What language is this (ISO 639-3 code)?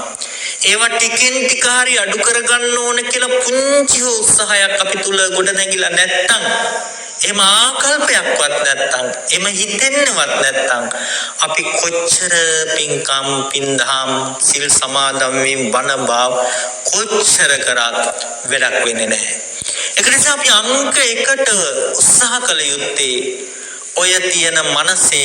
sin